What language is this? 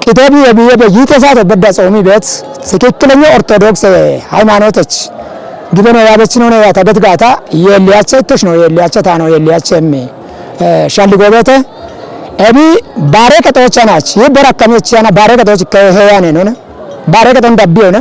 Kafa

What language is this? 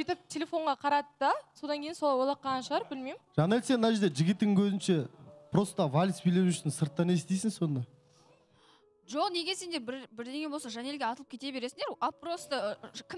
Kazakh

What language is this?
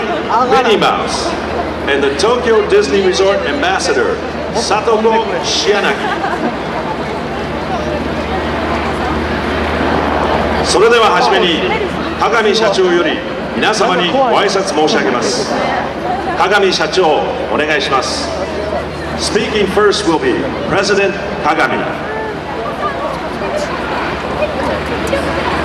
Japanese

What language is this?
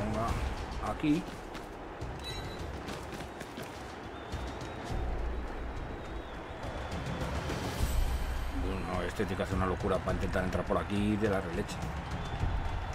Spanish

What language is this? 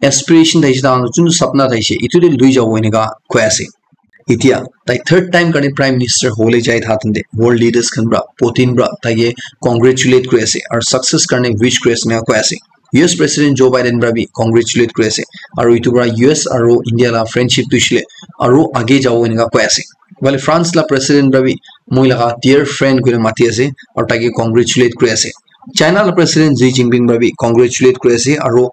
Naga Pidgin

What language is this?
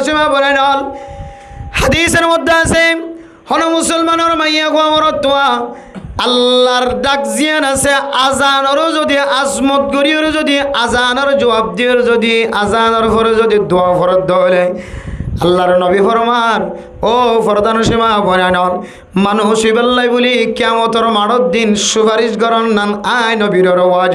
Rohingya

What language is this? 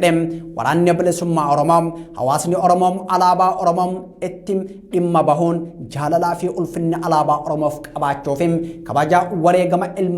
Oromo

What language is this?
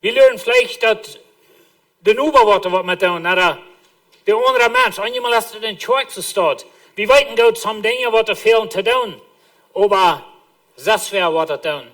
Plautdietsch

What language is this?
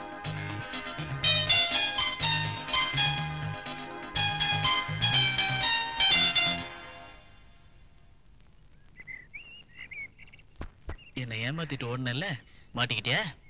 Tamil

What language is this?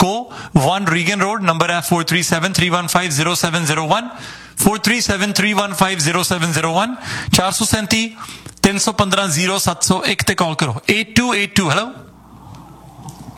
Punjabi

